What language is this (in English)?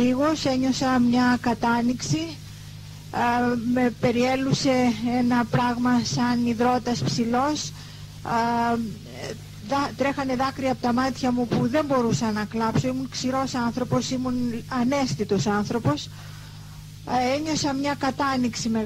Greek